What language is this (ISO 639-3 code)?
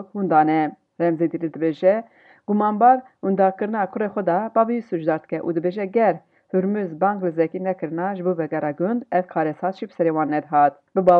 kur